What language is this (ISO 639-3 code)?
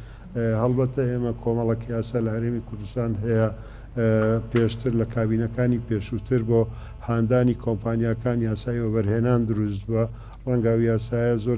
ckb